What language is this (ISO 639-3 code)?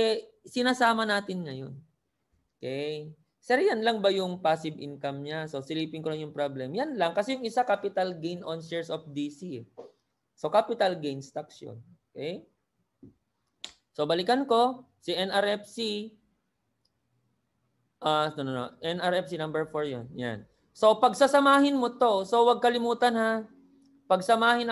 fil